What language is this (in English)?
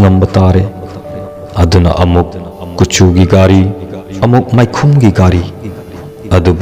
Manipuri